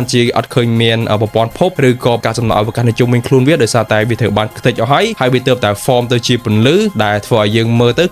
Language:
Khmer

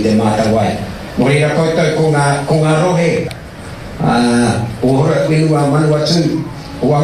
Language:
Māori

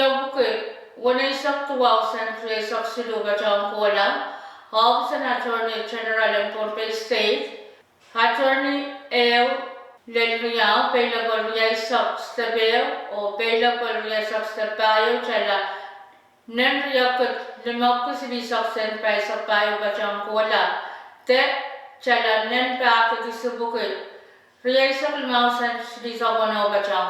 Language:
Pohnpeian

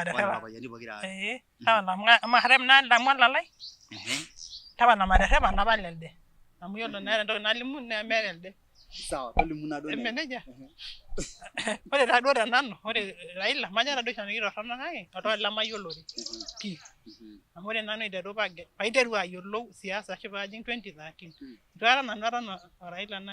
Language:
Masai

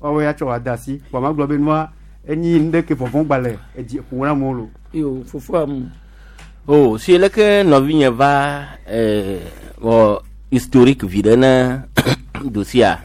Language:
Gen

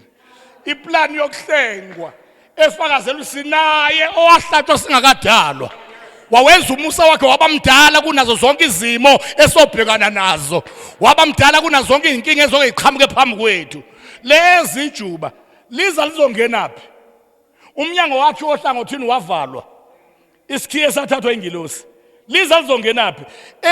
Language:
Zulu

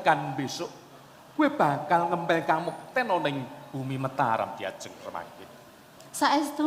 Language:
Javanese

